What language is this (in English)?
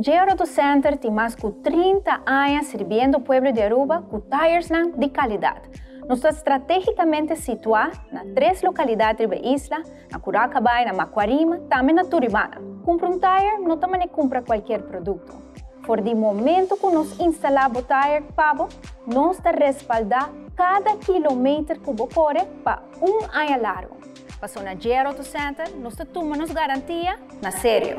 Papiamento